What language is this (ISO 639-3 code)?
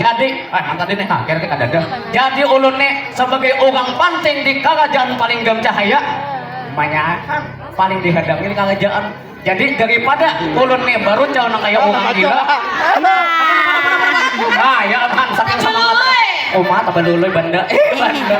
bjn